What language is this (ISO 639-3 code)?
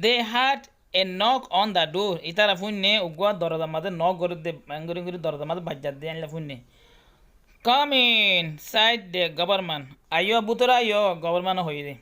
rhg